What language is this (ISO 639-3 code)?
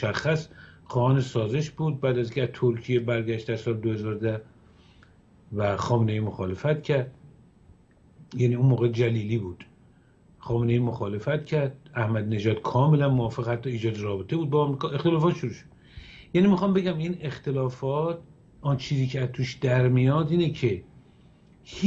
fas